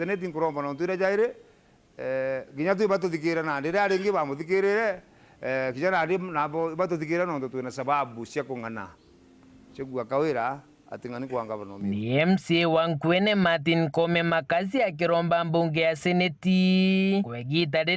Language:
Meru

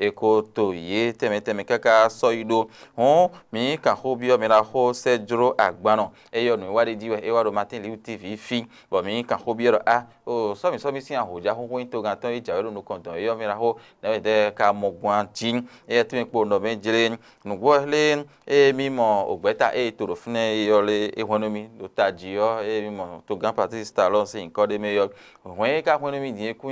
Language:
Fon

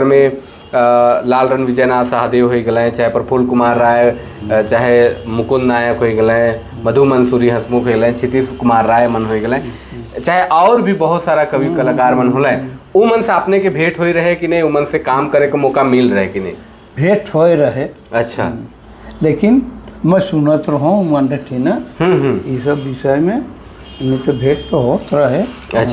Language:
Sadri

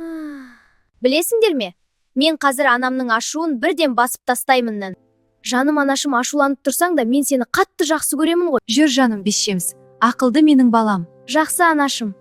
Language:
Kazakh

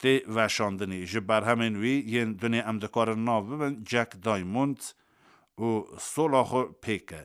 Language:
Kurdish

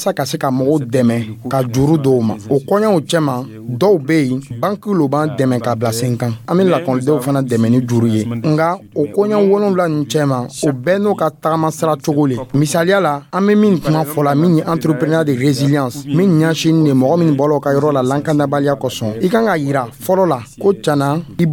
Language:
Dyula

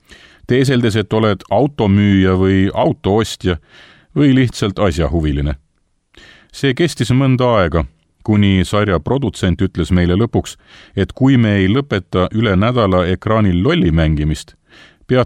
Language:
Estonian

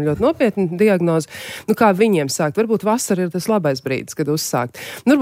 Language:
Latvian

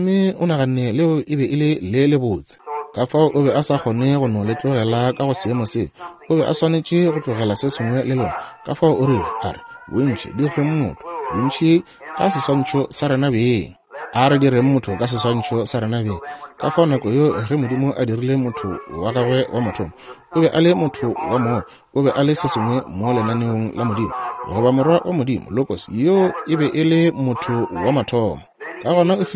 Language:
Northern Sotho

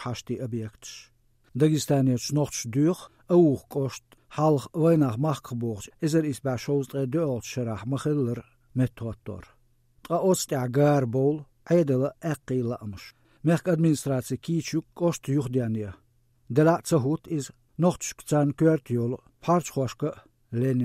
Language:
Chechen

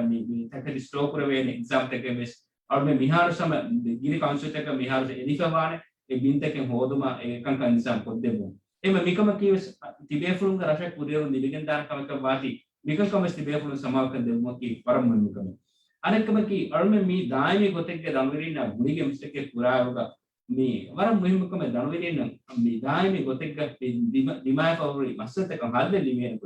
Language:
Divehi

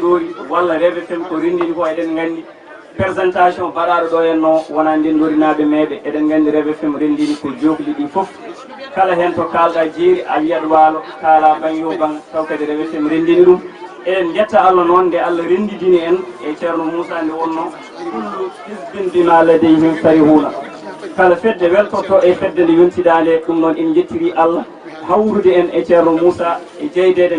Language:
Fula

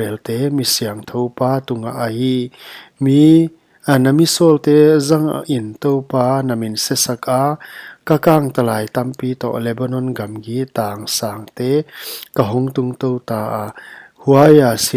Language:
Paite Chin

